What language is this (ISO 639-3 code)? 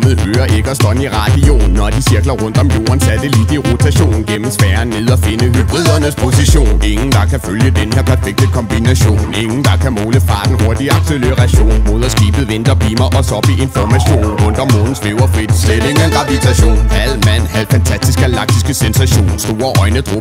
dan